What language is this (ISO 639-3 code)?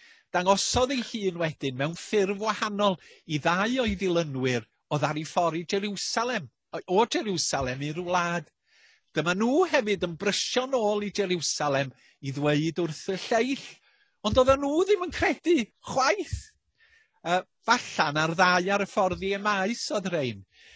cym